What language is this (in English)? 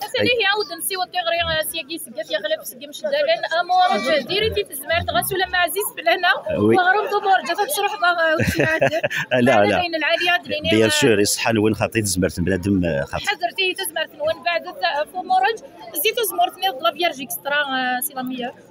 Kabyle